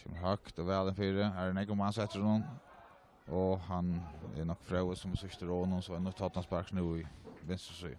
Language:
Faroese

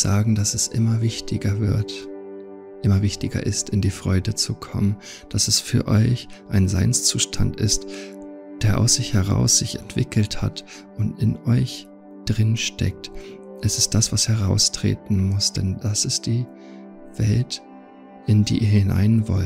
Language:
German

